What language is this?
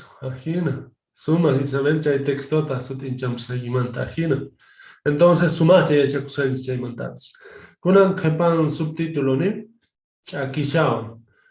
Quechua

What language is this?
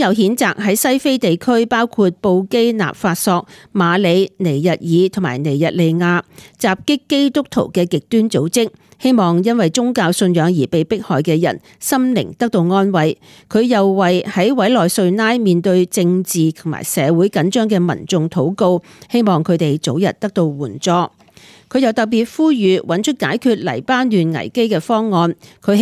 Cantonese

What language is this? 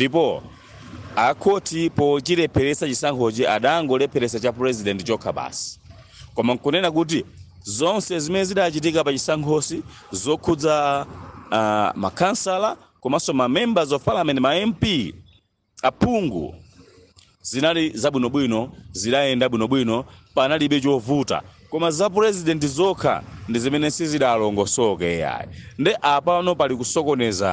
Nyanja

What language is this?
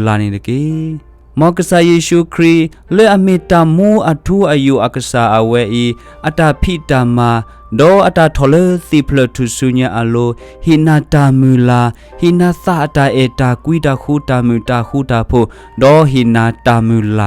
S'gaw Karen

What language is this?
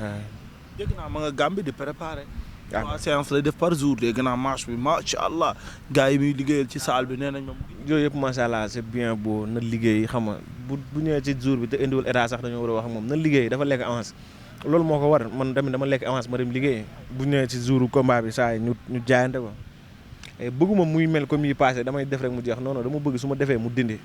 Wolof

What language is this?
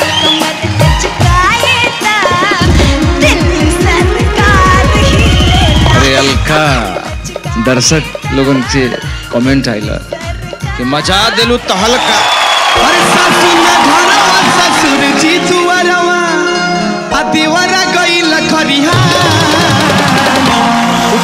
Bhojpuri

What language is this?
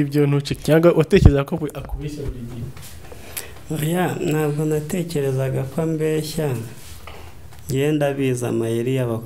Kinyarwanda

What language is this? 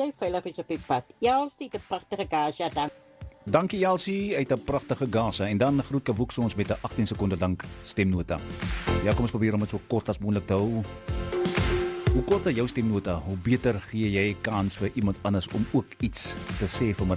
Afrikaans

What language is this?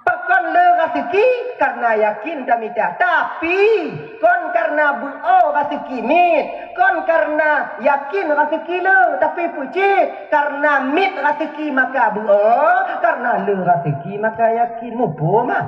Achinese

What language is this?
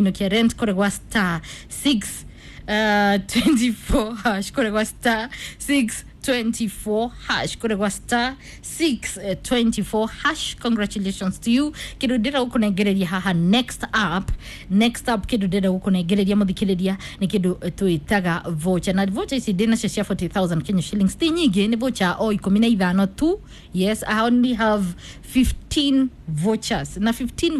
Kikuyu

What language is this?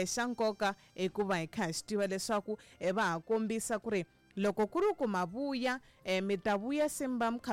Tsonga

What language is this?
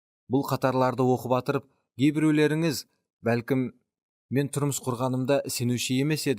Kara-Kalpak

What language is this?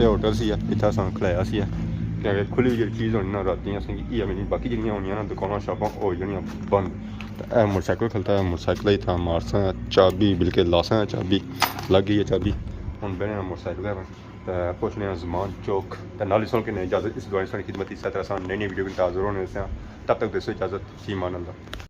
Pahari-Potwari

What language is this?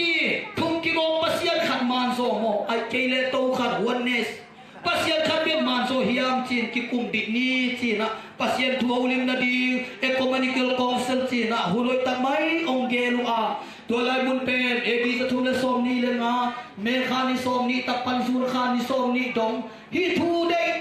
Tedim Chin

